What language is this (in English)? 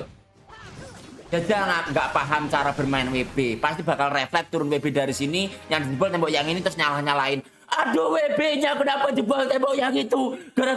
Indonesian